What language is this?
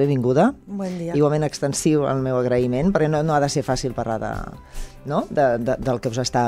Catalan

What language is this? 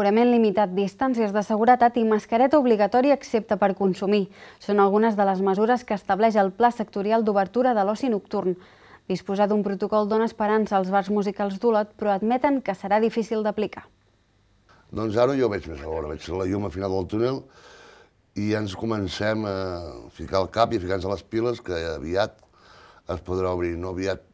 Catalan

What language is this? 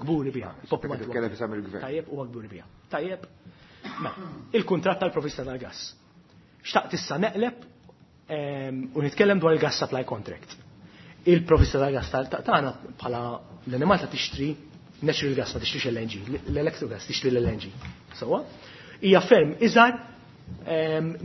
Maltese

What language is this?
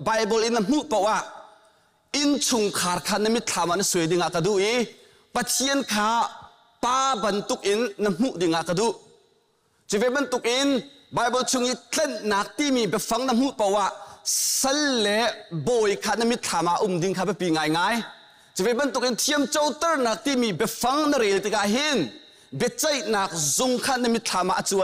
Hakha Chin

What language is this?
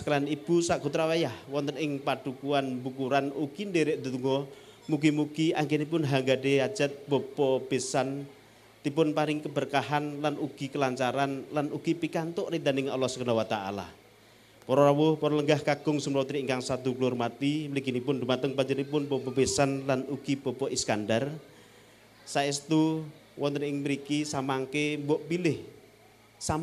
Javanese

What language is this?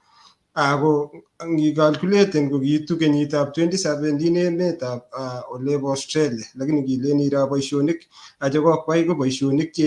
Kalenjin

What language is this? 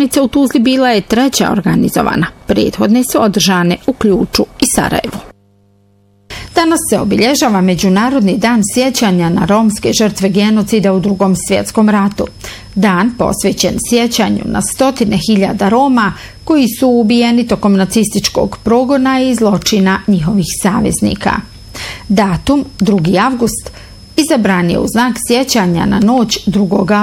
Bosnian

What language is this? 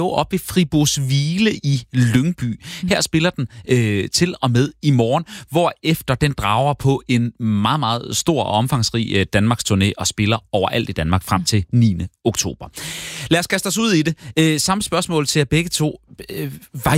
Danish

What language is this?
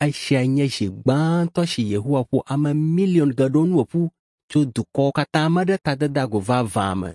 Ewe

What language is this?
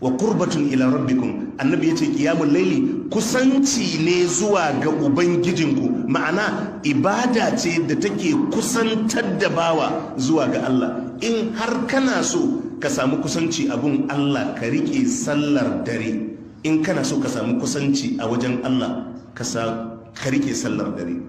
Hausa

